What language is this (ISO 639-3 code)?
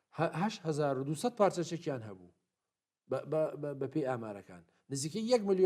ckb